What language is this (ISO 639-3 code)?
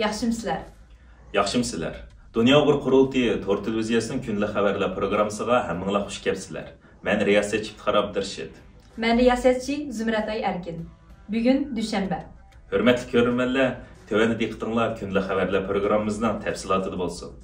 uig